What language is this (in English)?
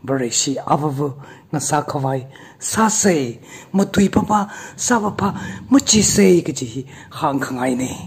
Tangkhul Naga (India)